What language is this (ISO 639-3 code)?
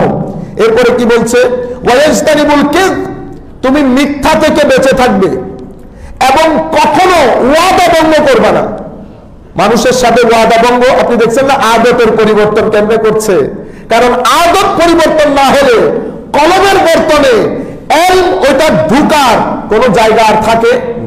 ben